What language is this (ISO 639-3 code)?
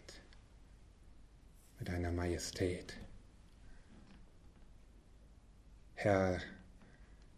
deu